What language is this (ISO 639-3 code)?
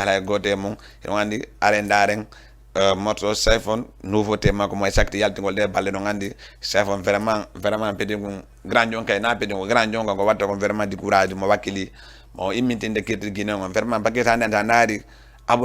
ful